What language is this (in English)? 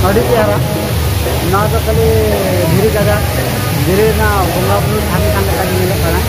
Santali